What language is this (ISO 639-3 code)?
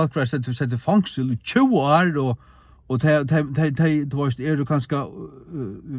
fao